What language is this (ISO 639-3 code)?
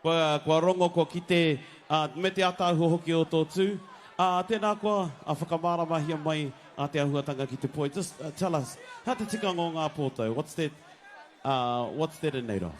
mri